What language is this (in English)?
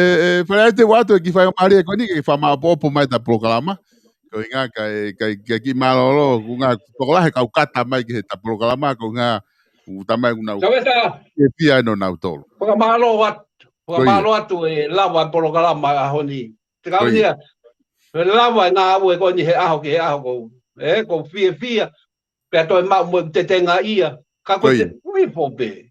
Tongan